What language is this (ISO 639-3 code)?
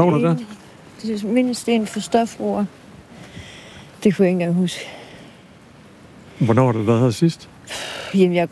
dan